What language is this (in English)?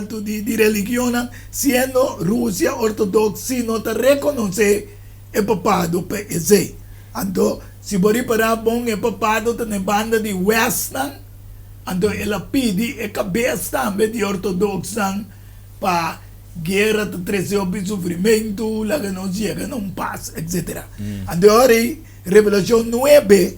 Papiamento